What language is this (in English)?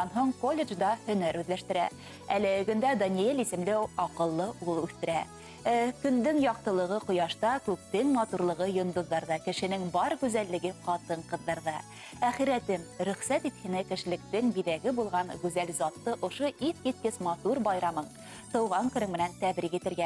Bashkir